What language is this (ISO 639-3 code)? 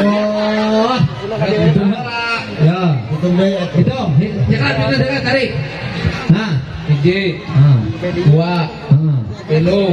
sun